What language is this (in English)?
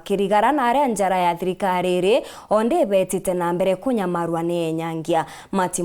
Meru